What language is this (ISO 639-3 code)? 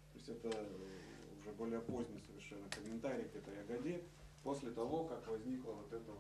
rus